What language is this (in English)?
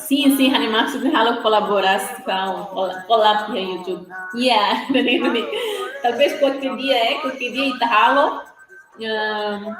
Tetum